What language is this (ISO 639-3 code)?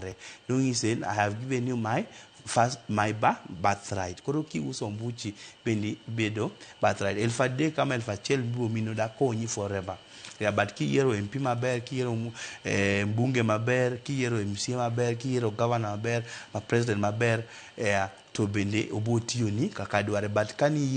luo